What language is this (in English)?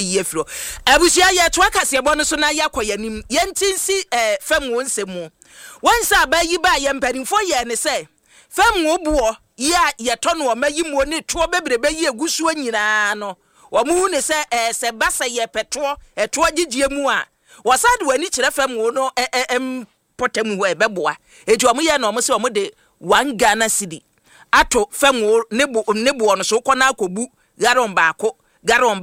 Akan